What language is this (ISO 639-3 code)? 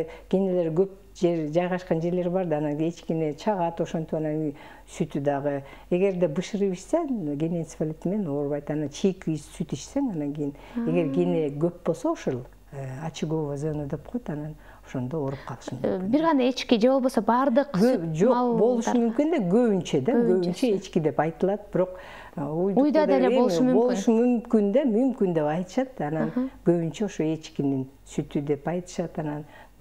kir